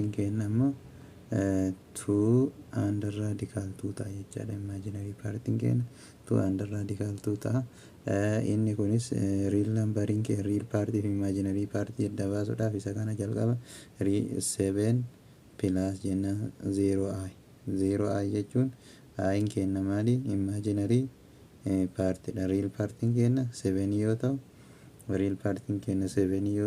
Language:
Oromo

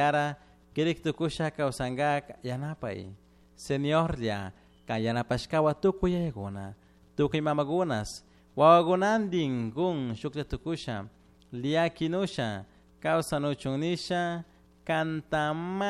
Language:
Chimborazo Highland Quichua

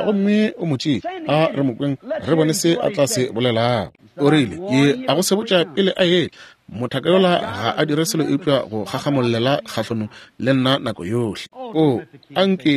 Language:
Northern Sotho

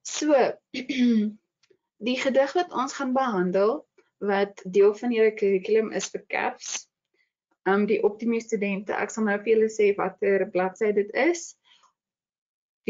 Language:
Afrikaans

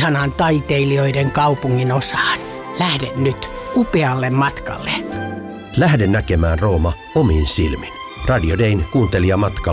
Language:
Finnish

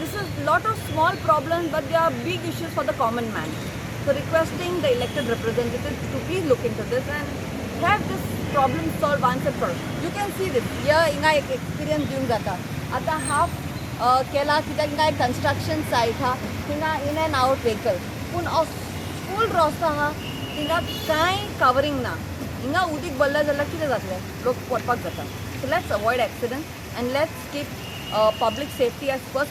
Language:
Konkani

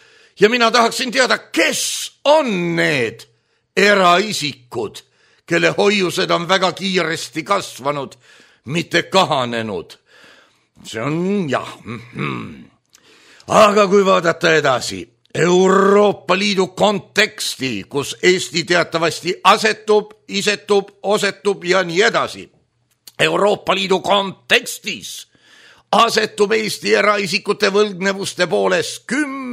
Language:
Estonian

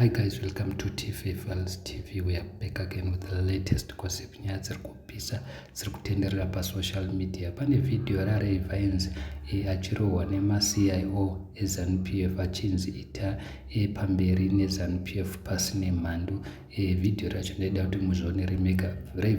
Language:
Shona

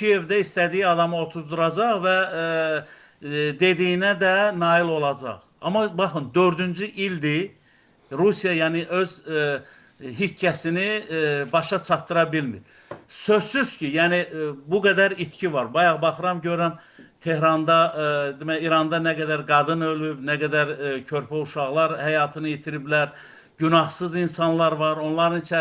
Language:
Azerbaijani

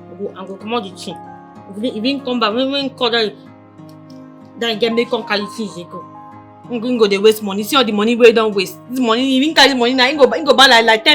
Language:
Nigerian Pidgin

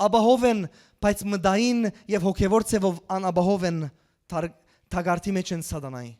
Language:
Western Armenian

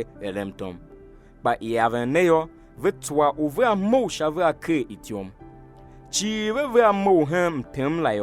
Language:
Tiv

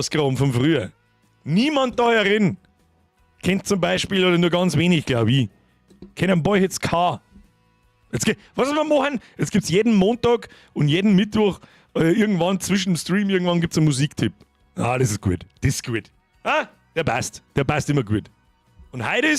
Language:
Bavarian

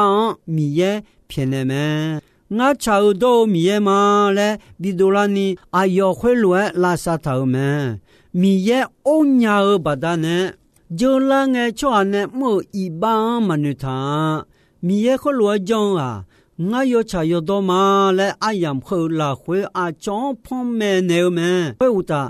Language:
Akha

